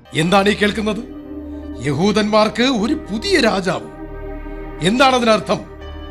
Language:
Malayalam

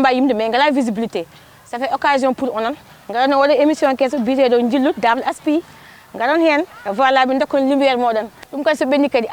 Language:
Fula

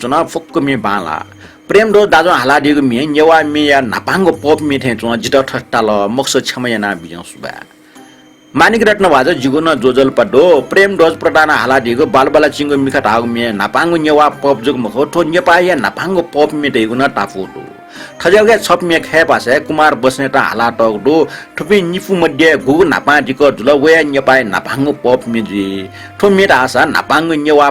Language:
Newari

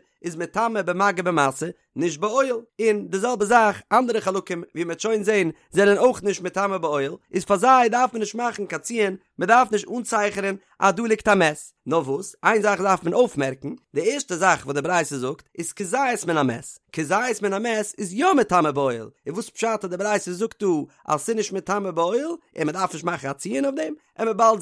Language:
Yiddish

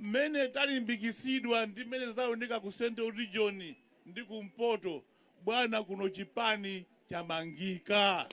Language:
Nyanja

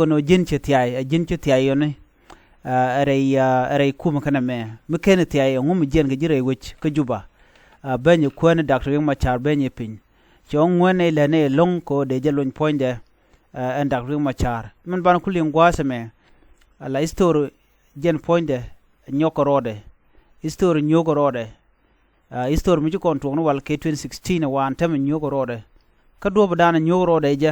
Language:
Nuer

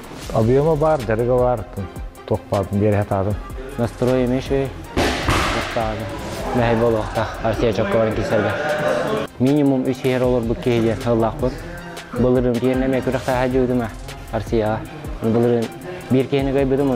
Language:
Yakut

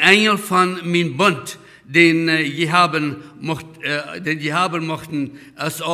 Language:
Plautdietsch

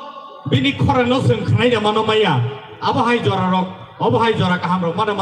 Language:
Kok Borok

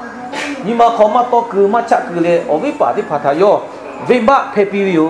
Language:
Lahu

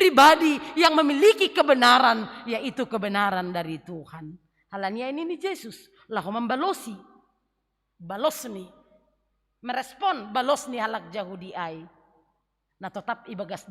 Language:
Batak Simalungun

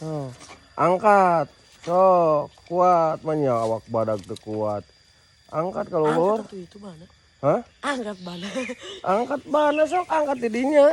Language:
Sundanese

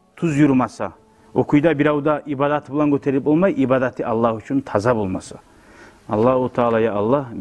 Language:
Kumyk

